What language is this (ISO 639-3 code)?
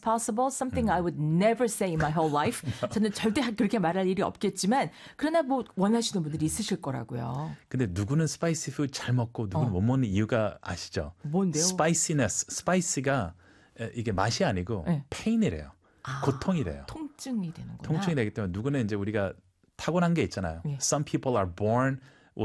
kor